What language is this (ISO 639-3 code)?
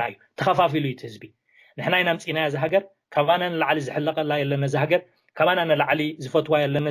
tir